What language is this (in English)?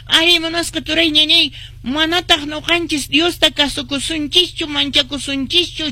Quechua